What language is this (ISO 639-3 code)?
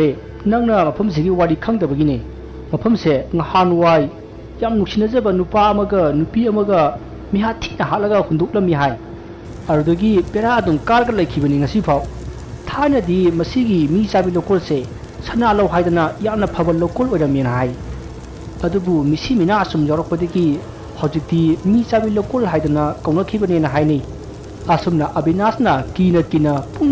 mni